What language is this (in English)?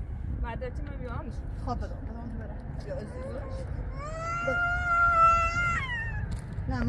Persian